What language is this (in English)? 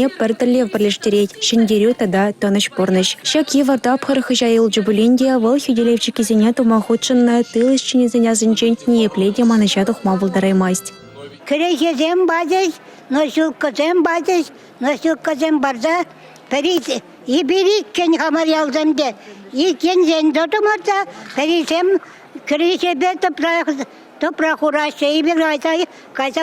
Chuvash